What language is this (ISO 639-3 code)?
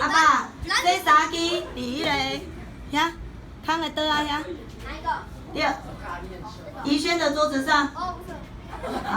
nan